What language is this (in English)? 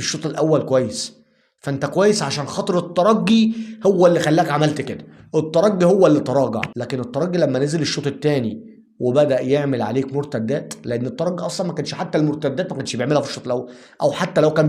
Egyptian Arabic